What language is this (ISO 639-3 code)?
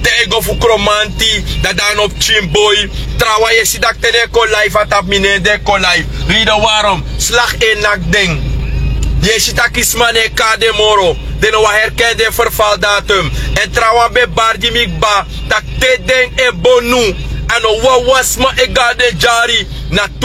srn